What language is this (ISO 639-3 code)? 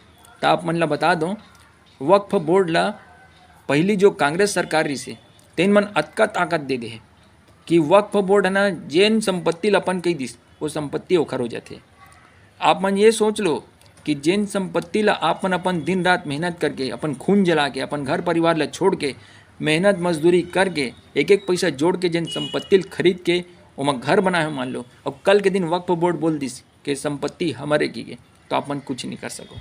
hne